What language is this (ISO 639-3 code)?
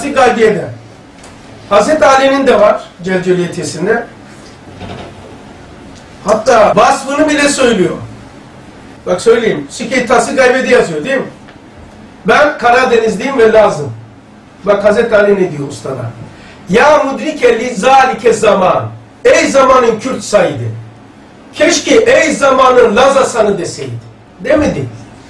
tur